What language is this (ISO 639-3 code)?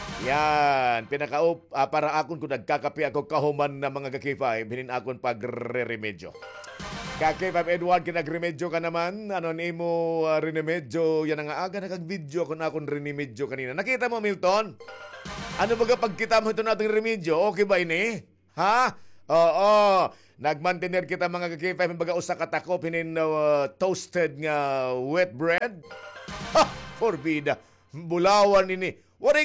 war